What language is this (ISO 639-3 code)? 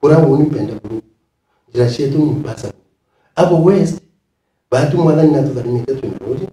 mer